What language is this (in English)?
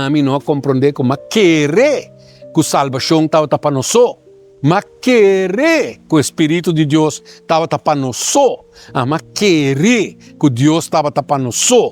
Papiamento